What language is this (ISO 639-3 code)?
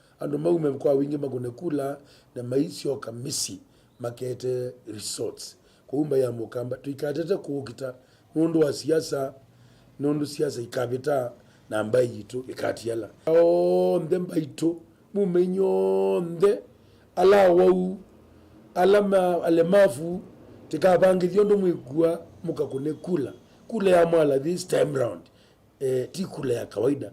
kam